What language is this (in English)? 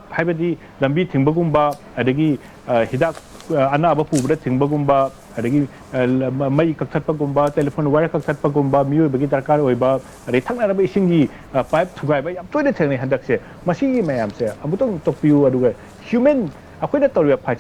Manipuri